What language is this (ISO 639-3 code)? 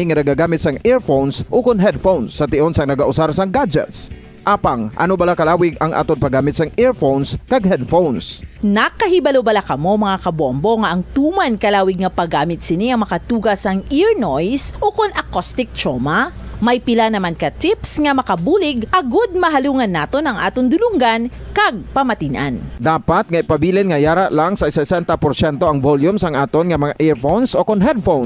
hil